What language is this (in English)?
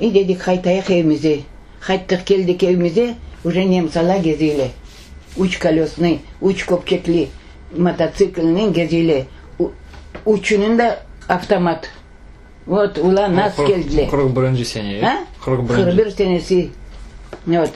Crimean Tatar